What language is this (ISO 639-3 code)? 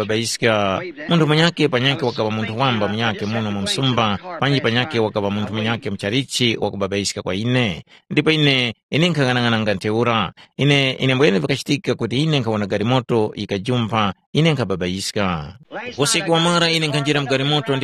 tum